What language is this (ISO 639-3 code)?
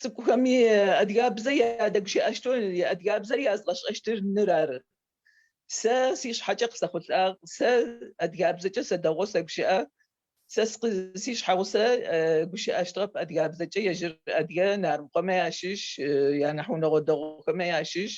ady